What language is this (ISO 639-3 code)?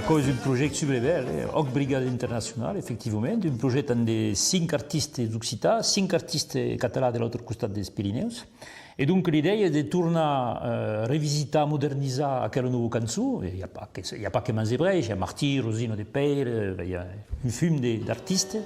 oci